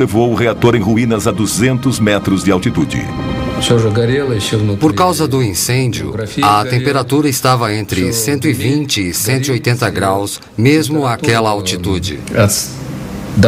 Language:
Portuguese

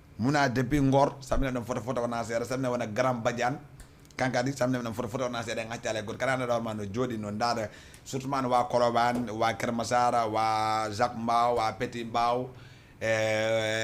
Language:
Fula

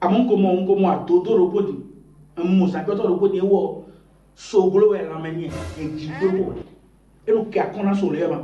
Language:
Fon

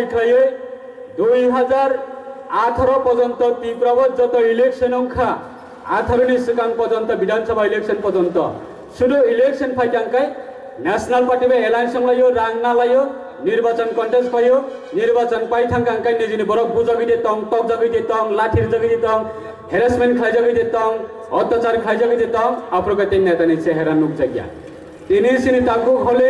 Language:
Kok Borok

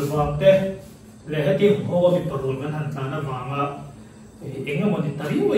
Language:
Mizo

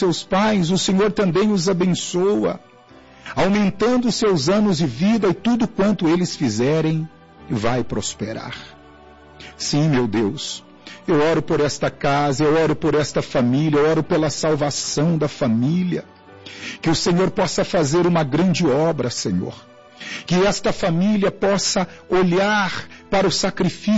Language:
Portuguese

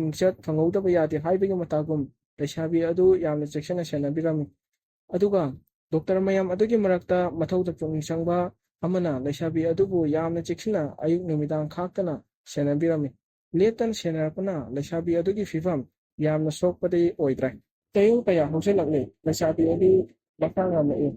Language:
Manipuri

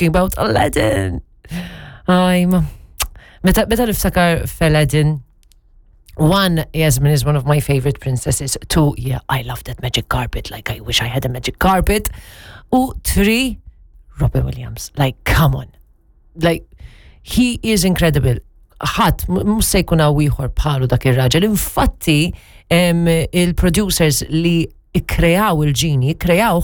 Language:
Maltese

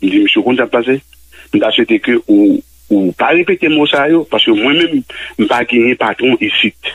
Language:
Haitian Creole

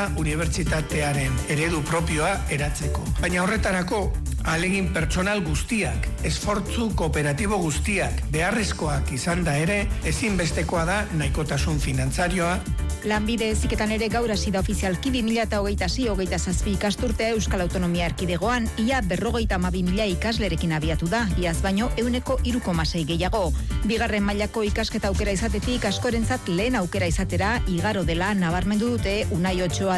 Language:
Basque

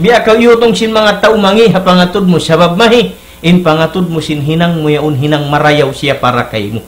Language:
Tausug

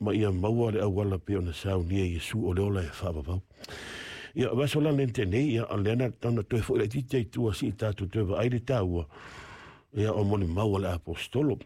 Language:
Samoan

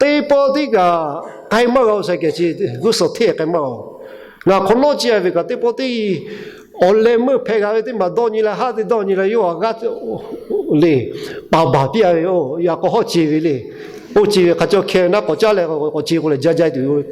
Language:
Lahu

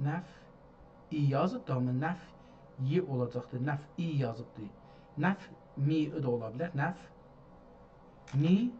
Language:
South Azerbaijani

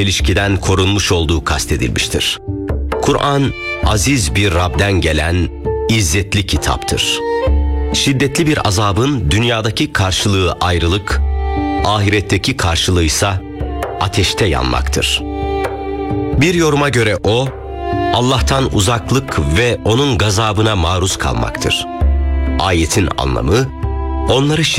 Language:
Turkish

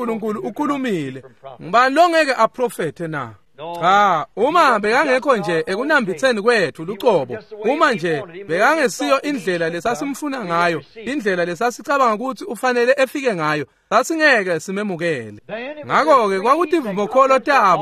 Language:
Swati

